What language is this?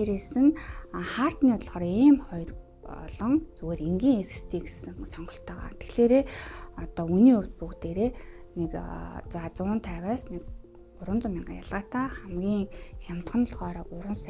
Mongolian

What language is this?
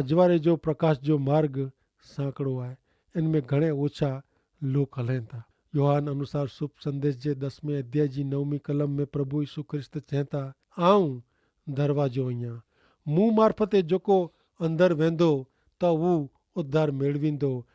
Kachhi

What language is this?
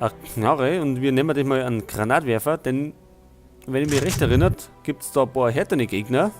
Bavarian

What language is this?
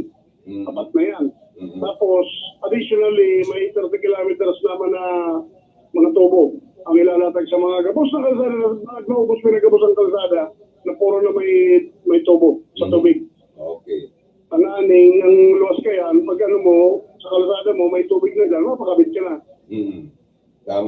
Bikol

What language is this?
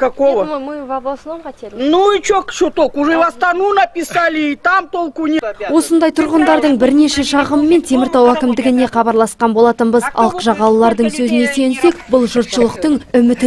Kazakh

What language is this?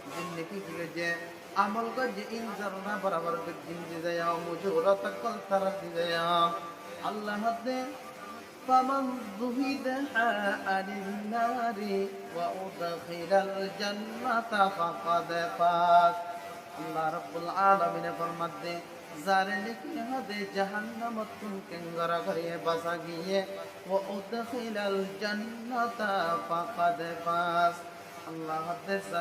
Rohingya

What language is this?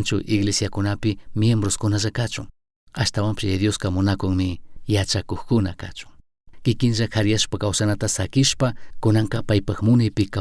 Chimborazo Highland Quichua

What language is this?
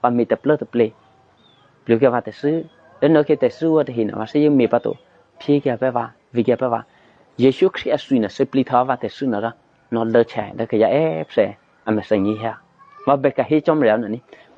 Eastern Kayah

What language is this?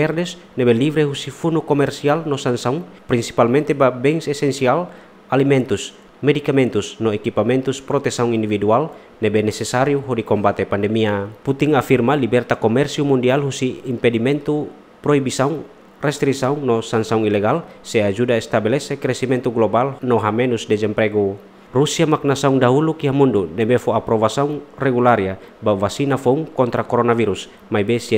Tetum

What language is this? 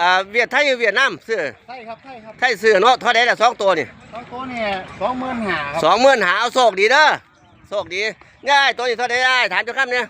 Northeastern Thai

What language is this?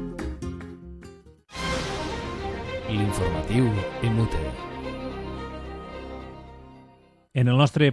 Catalan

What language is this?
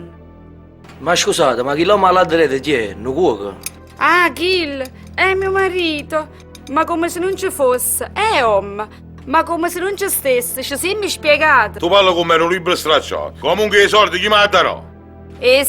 Neapolitan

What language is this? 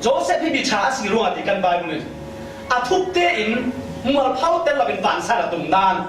Falam Chin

